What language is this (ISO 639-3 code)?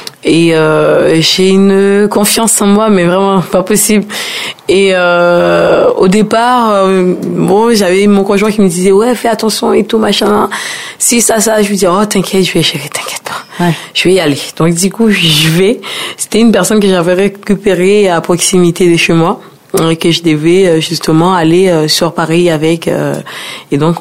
fra